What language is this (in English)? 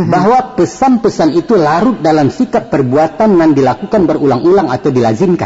Minangkabau